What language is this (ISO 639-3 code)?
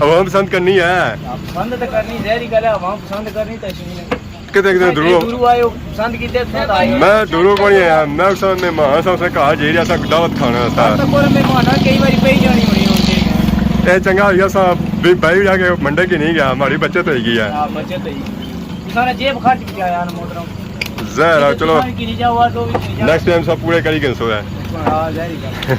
phr